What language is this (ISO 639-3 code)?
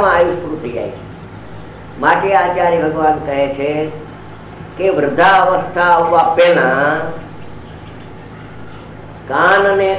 guj